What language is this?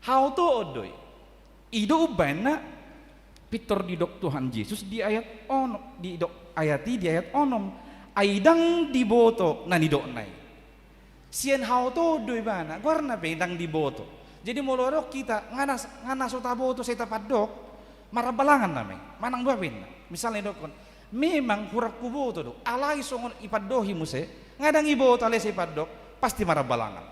Batak Toba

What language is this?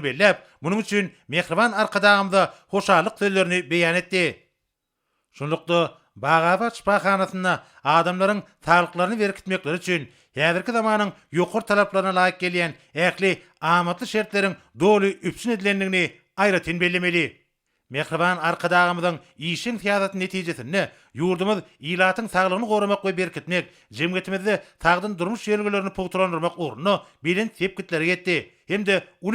Turkmen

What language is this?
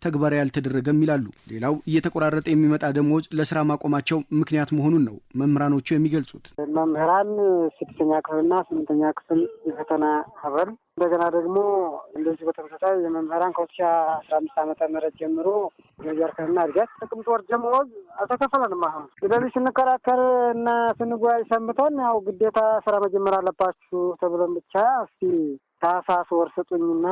Amharic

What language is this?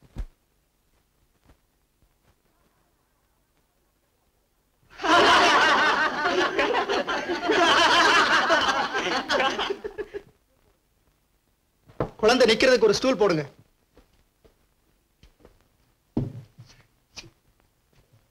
Tamil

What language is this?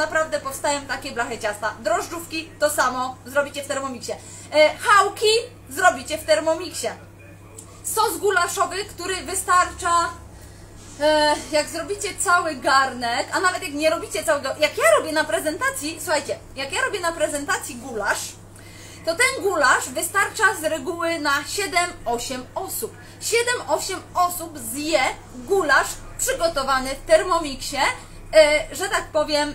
Polish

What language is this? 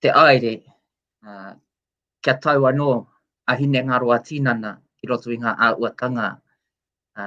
Māori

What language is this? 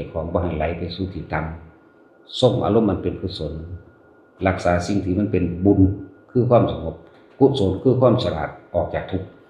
Northeastern Thai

